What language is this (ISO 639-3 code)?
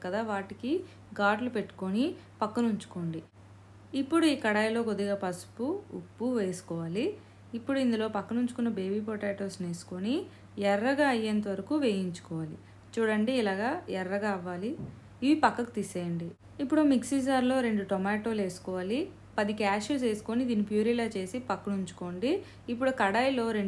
tel